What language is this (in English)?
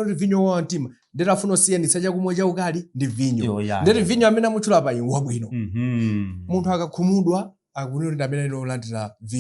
Nyanja